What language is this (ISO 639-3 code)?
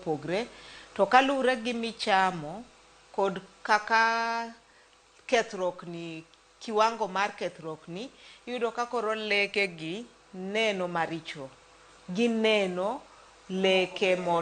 luo